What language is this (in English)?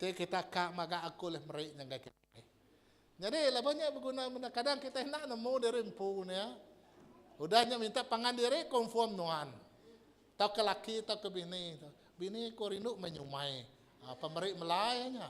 Iban